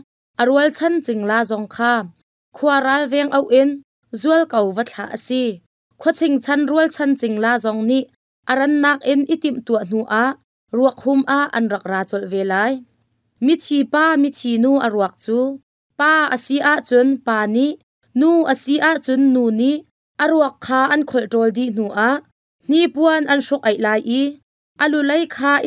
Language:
Hakha Chin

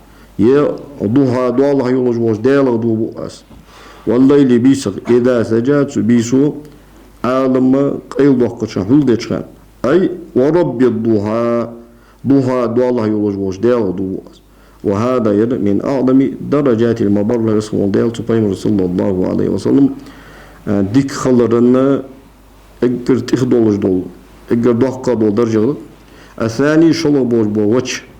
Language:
Ingush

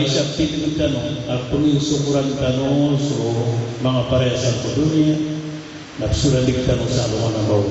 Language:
Maranao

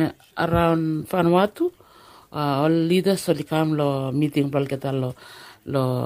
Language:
Bislama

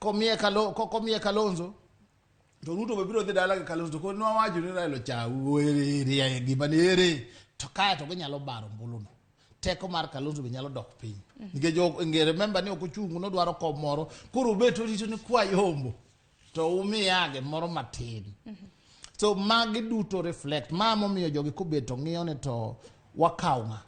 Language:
Luo (Kenya and Tanzania)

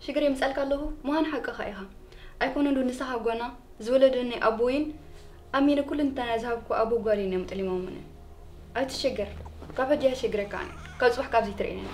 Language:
Tigrinya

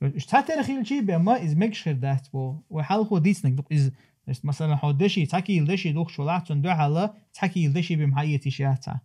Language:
Chechen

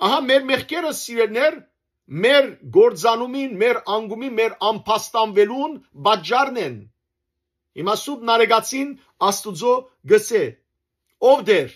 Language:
Western Armenian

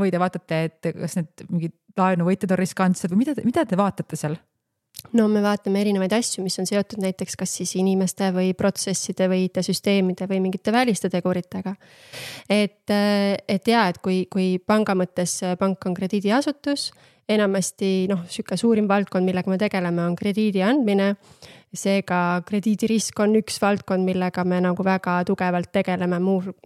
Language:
Estonian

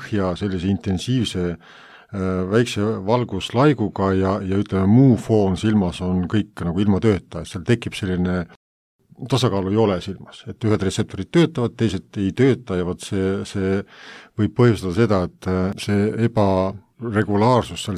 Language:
Estonian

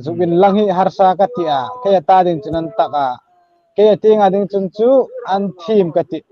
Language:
Hmar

